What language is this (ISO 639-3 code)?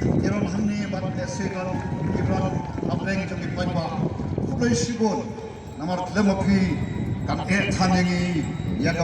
kha